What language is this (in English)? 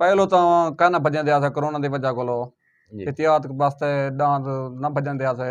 Saraiki